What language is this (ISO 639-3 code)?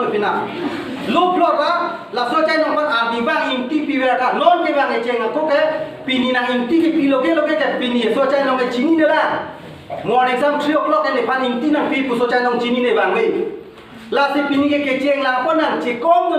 mjw